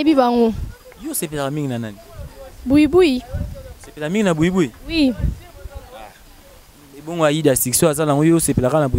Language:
Lingala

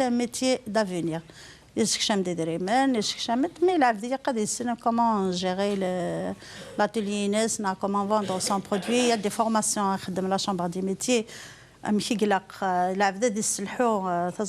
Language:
Kabyle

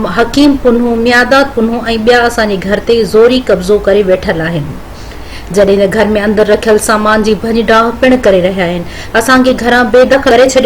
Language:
Sindhi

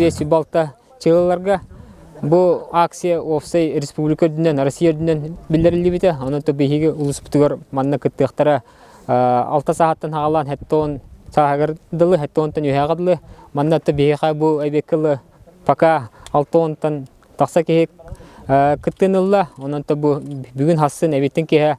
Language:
Yakut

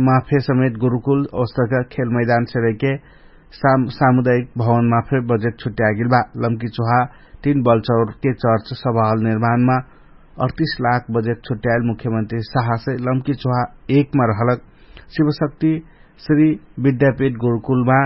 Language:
Dangaura Tharu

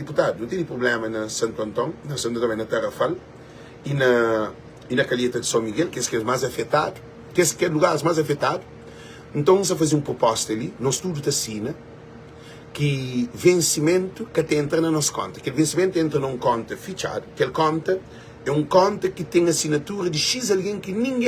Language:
Kabuverdianu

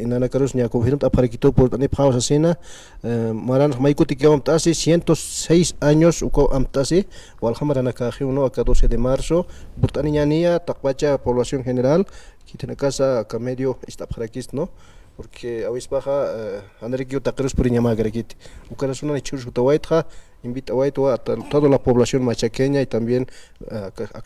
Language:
Aymara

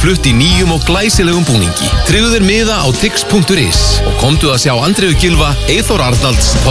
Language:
Icelandic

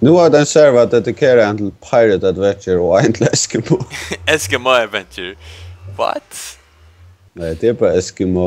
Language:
Faroese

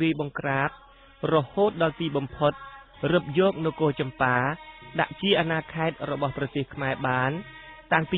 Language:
Khmer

